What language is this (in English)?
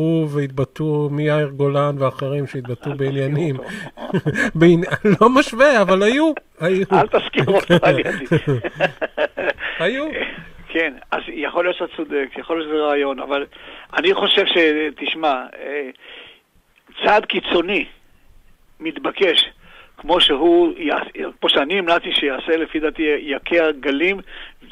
Hebrew